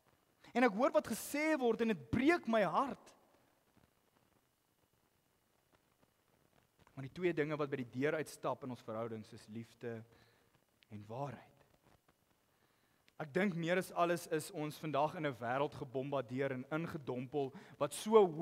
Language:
Afrikaans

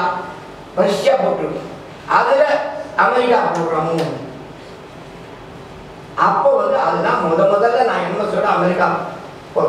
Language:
Tamil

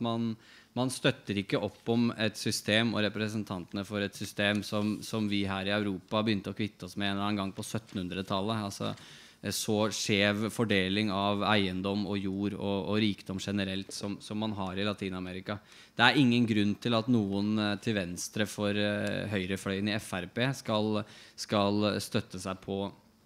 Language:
Norwegian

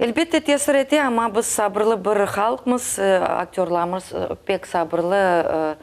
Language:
Crimean Tatar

